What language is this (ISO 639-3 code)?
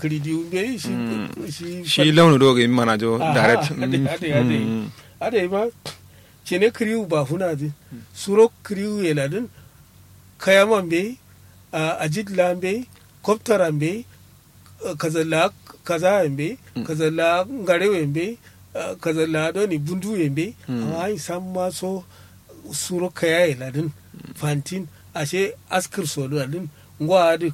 kau